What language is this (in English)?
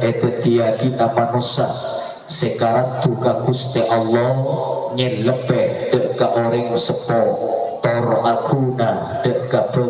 Madurese